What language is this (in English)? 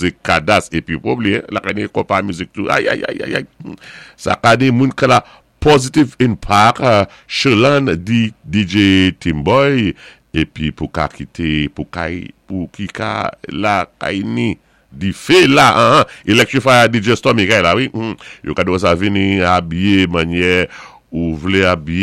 Saint Lucian Creole French